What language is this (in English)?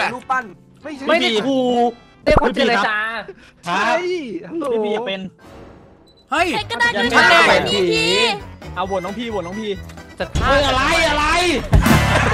Thai